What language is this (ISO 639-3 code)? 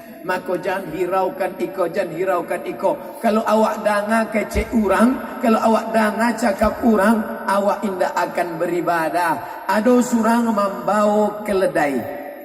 min